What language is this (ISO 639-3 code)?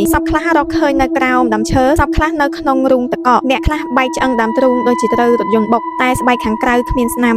khm